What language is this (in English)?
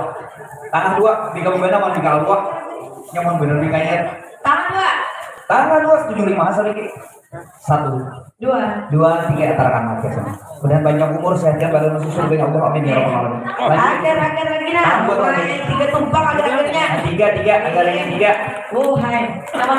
Banjar